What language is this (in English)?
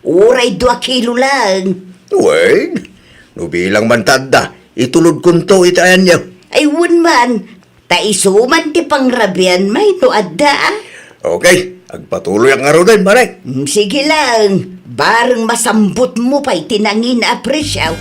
Iloko